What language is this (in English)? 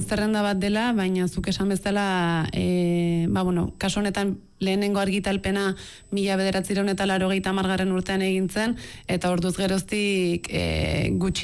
Basque